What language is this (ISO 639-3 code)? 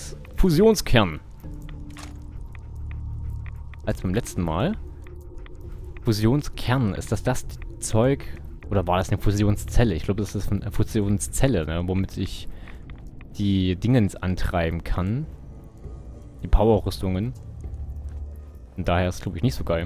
deu